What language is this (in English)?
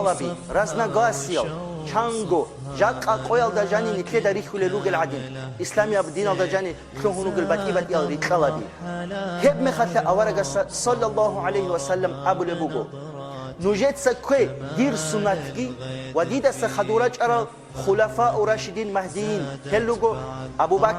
Avaric